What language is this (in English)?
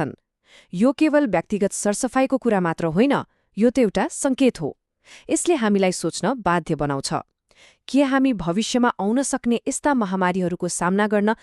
Nepali